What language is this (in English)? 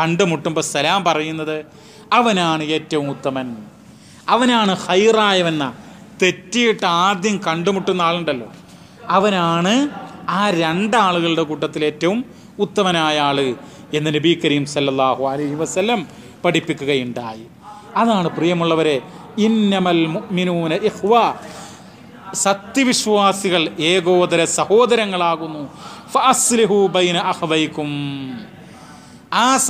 Malayalam